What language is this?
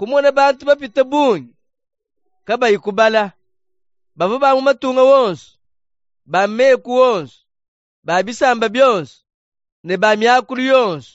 Luba-Lulua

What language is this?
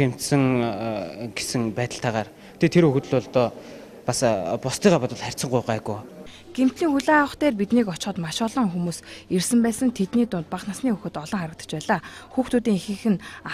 Mongolian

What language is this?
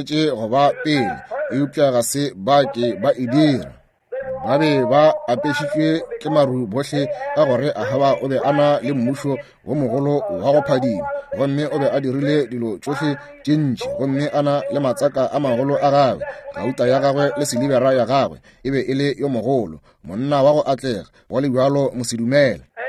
Northern Sotho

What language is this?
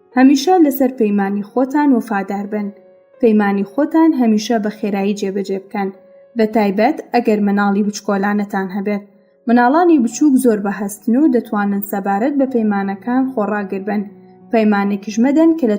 Central Kurdish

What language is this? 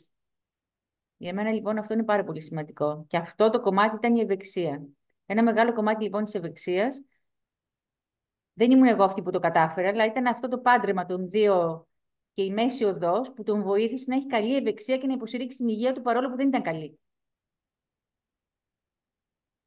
Greek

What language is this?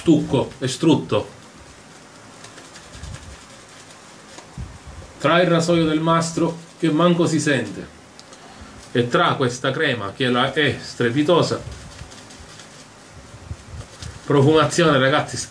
Italian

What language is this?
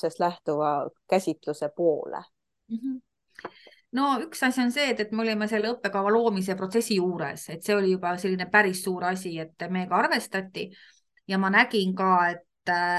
Estonian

